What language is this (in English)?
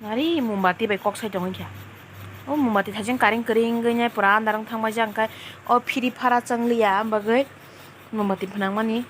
Kok Borok